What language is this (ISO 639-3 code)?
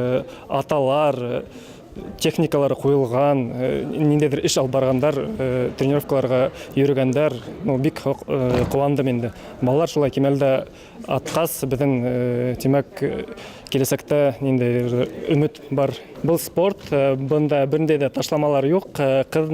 bak